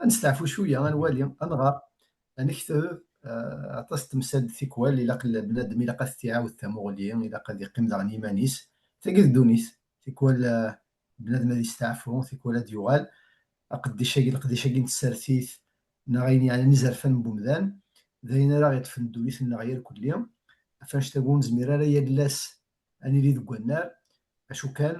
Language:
Kabyle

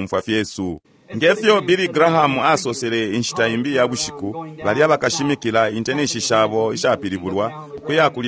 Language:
Bemba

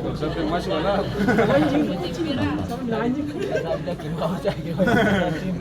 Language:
Ambonese Malay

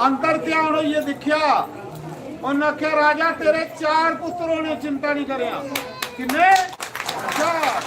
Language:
Dogri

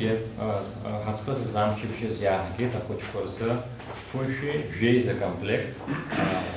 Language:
Abkhazian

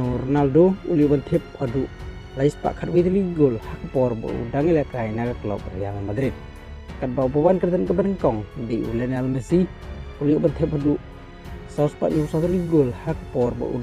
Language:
Khasi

